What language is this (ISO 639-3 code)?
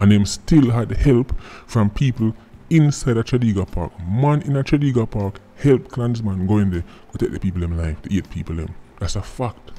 jam